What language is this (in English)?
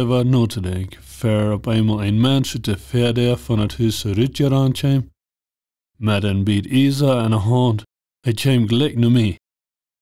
Plautdietsch